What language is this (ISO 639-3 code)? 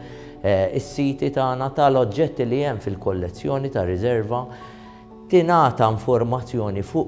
mlt